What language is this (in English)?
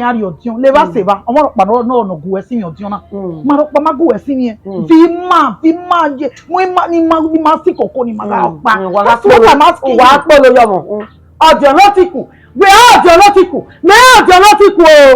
Bini